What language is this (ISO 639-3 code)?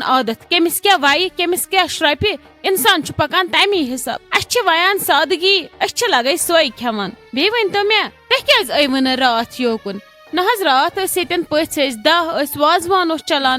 kas